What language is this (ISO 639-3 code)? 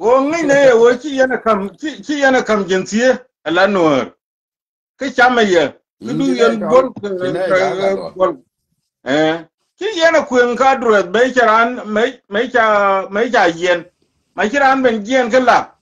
nus